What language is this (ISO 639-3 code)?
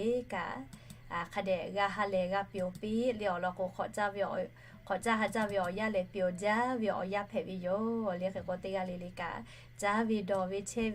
lhu